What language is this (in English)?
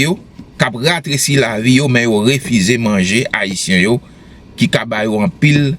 Haitian Creole